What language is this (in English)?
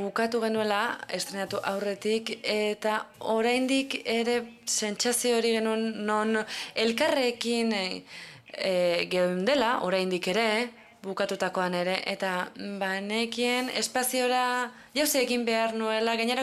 Basque